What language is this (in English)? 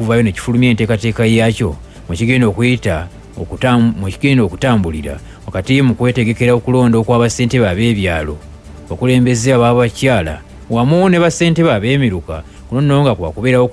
Ganda